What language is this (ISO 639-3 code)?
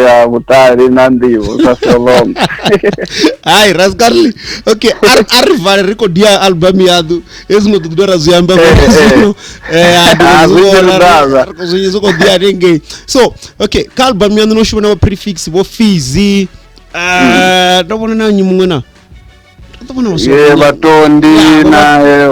ven